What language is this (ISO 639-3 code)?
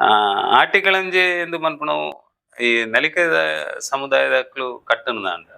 tcy